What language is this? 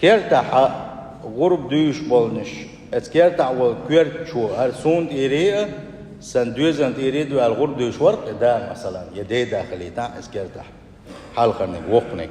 Chechen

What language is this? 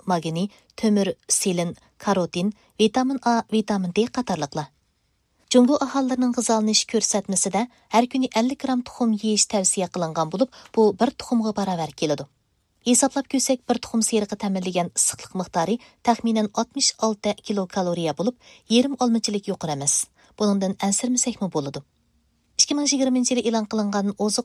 Uyghur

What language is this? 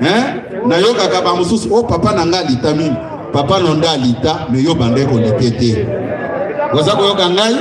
Lingala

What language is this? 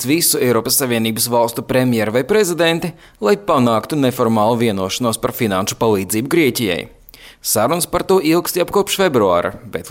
Latvian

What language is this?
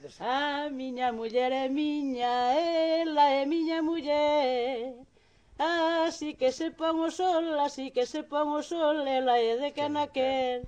Galician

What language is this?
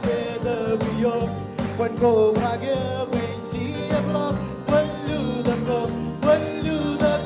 Marshallese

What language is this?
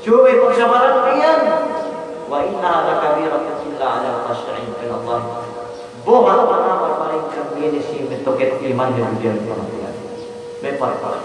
Yakan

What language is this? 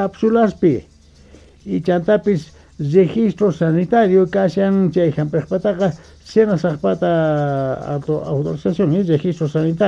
South Bolivian Quechua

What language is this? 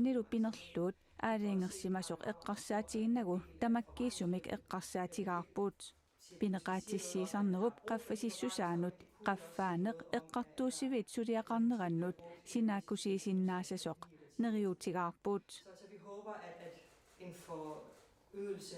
Kalaallisut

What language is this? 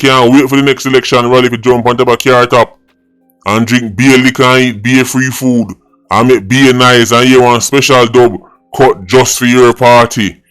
Jamaican Creole English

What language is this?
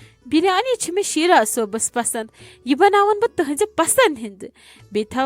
Kashmiri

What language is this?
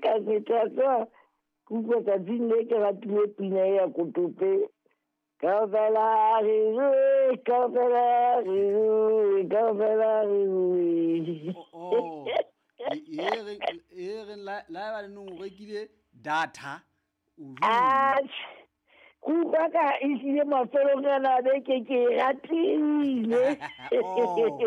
Southern Sotho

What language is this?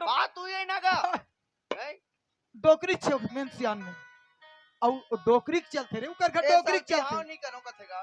Chhattisgarhi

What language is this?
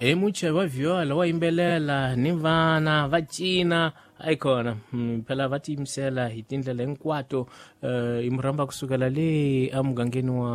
Tsonga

